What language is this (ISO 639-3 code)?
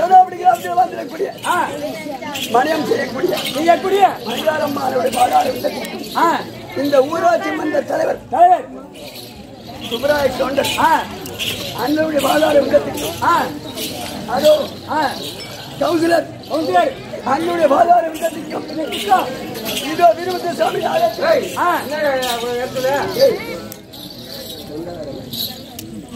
tam